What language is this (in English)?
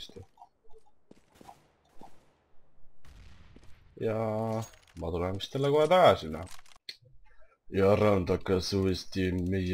Estonian